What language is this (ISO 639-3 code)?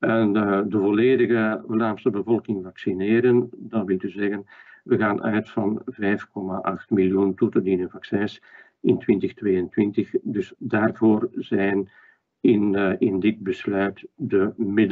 nld